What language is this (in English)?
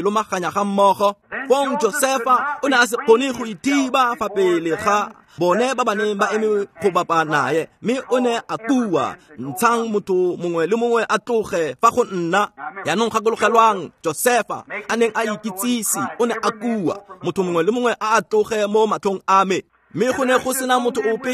Tswana